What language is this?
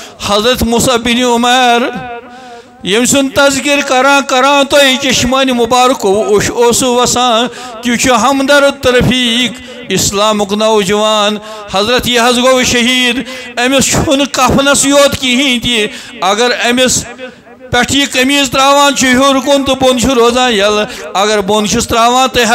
Kashmiri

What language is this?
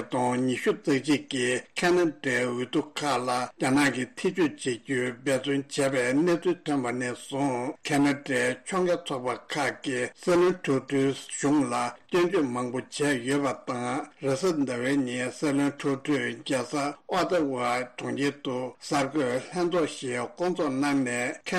Tibetan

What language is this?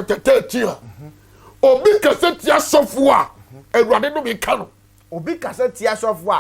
Akan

